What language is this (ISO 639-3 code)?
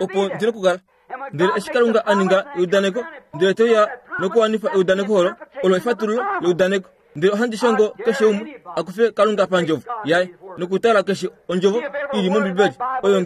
kua